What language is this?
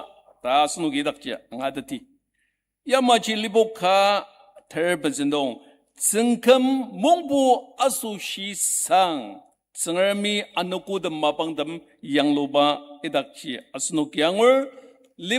Ao Naga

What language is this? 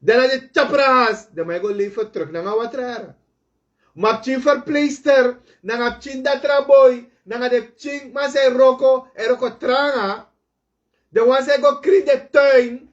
Sranan Tongo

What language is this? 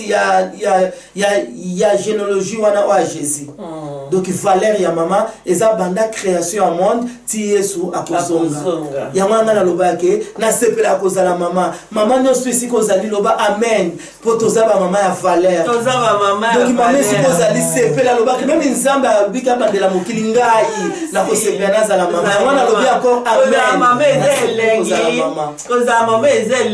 Lingala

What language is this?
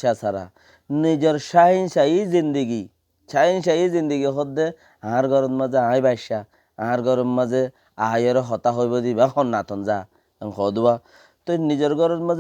Rohingya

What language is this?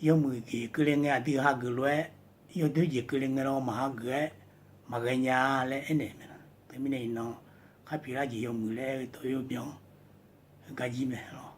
Akha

